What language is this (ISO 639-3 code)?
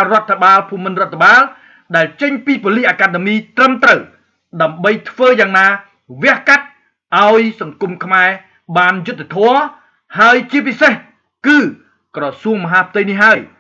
khm